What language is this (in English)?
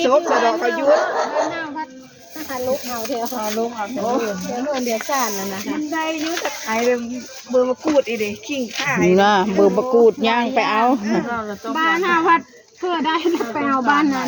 Northeastern Thai